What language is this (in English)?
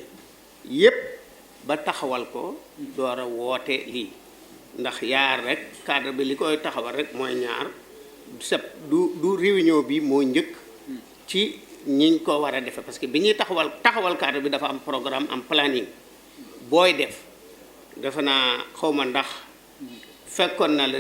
Wolof